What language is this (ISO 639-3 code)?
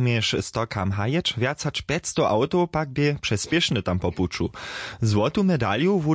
hsb